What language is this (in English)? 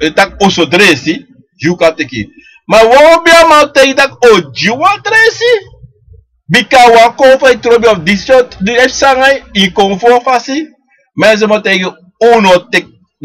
Sranan Tongo